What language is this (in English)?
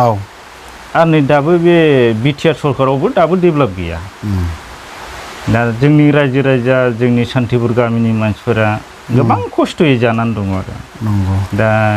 Bodo